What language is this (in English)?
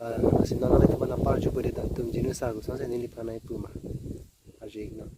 Karbi